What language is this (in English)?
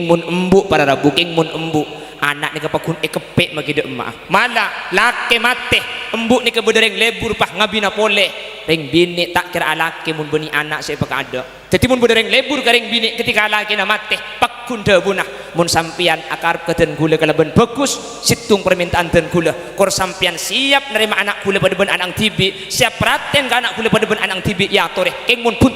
Madurese